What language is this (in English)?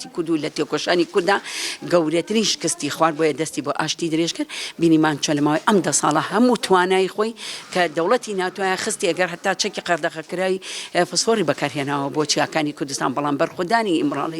Central Kurdish